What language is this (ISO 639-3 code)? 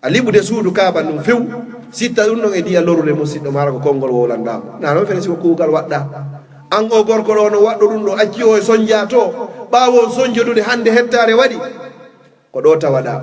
ful